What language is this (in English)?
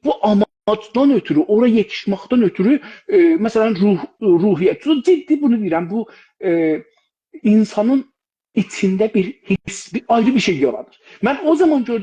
South Azerbaijani